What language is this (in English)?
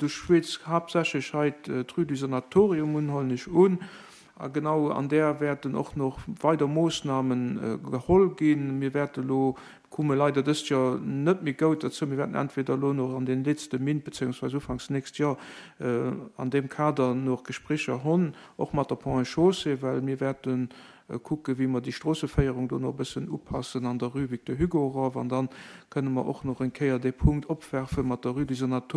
Luxembourgish